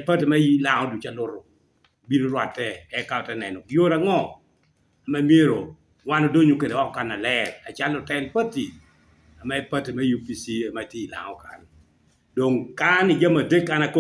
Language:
Lango (Uganda)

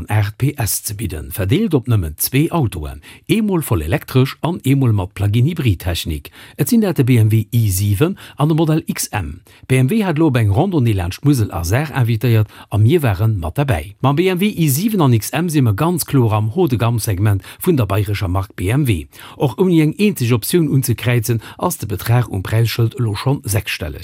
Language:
Luxembourgish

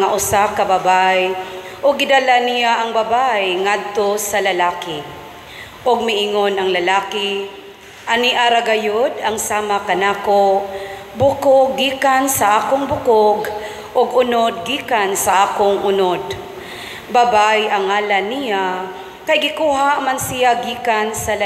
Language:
Cebuano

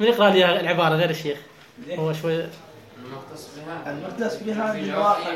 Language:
Mesopotamian Arabic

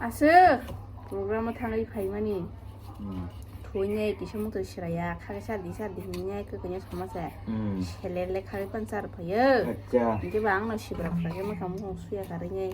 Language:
Kok Borok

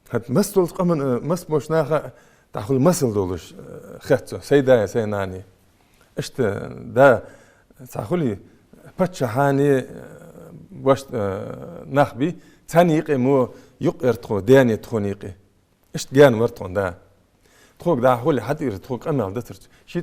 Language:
Ingush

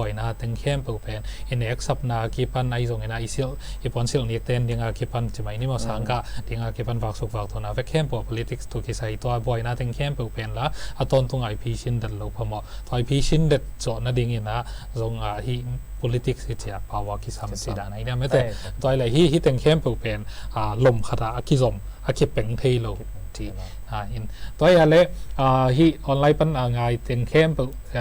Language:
Tedim Chin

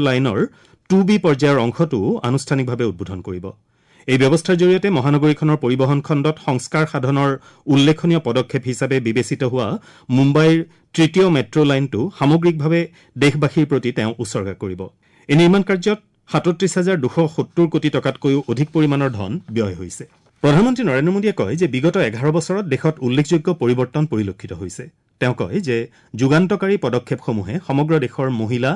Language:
Assamese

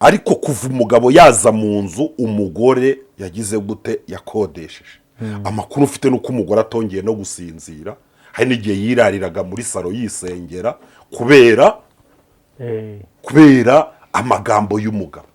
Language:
Kinyarwanda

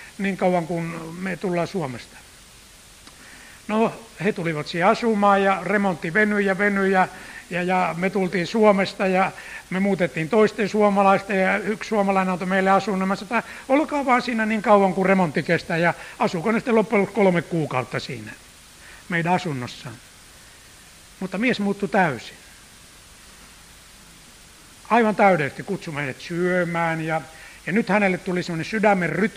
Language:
Finnish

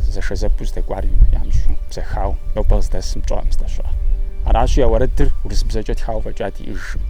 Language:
Kabardian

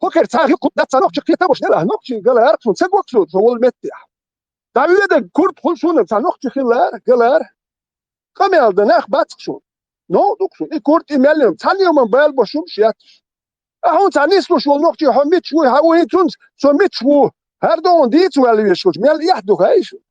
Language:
Chechen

